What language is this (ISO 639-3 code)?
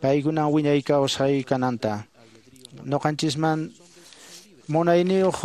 que